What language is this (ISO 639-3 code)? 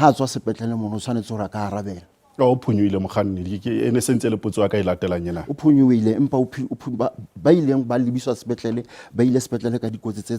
sot